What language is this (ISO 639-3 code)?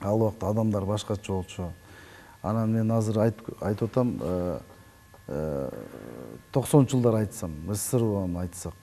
kir